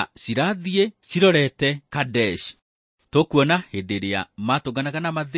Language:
Kikuyu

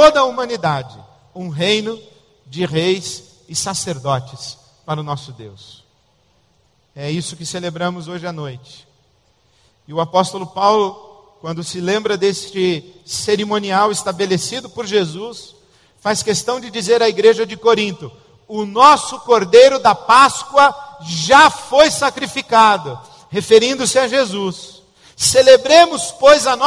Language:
Portuguese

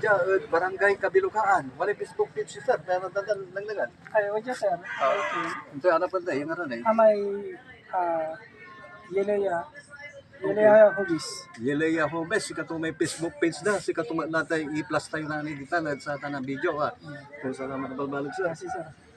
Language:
Pangasinan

